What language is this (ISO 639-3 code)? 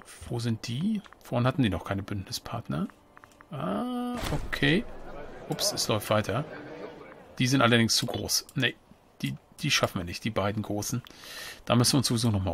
deu